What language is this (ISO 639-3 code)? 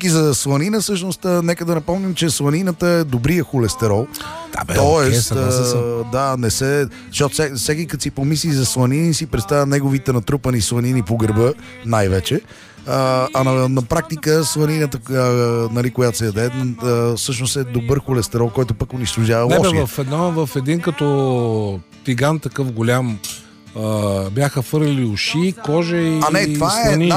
bul